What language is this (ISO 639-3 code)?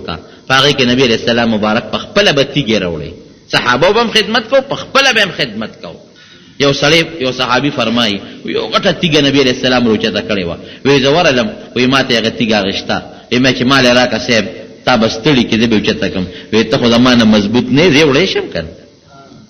pus